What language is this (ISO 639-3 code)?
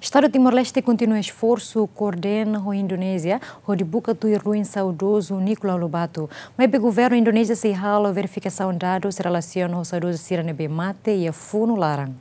tet